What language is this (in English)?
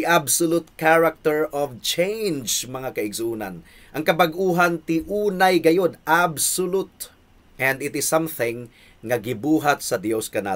Cebuano